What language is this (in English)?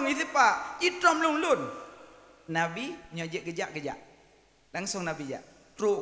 Achinese